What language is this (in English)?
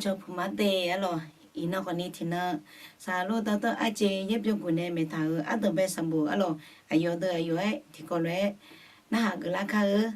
Akha